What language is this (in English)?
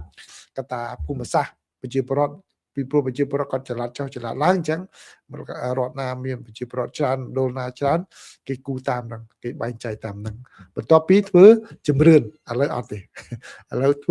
Khmer